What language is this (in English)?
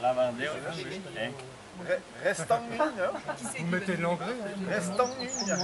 Breton